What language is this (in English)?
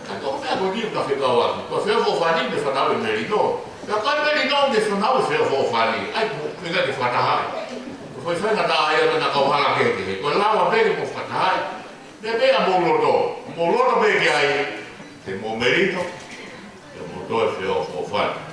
Tongan